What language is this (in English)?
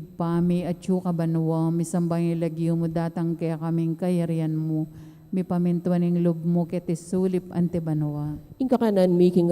Pampanga